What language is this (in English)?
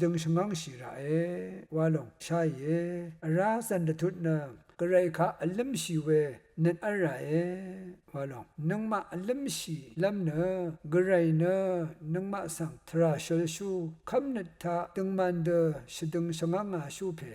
Rawang